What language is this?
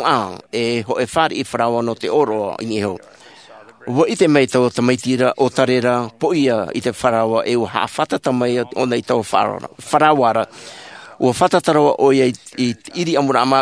Tahitian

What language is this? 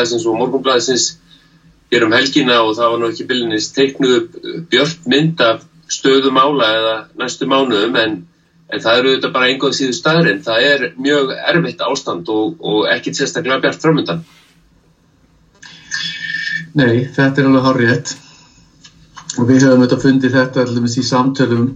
Icelandic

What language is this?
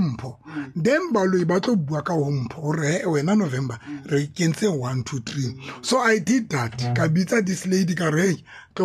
Tswana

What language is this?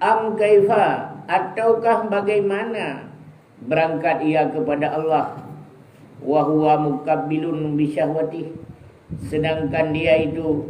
Achinese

